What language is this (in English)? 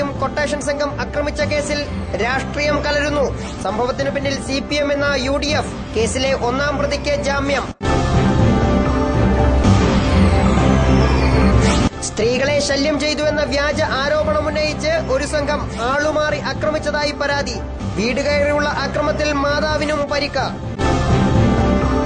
Malayalam